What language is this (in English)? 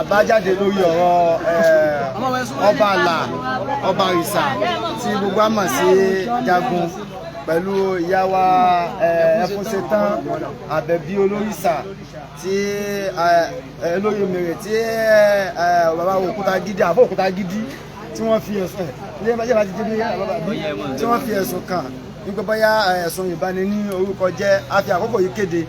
Yoruba